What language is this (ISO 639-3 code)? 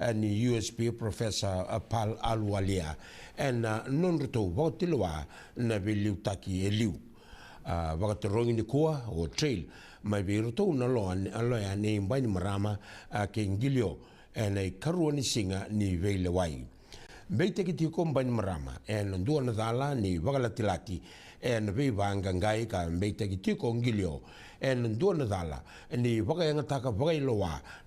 fij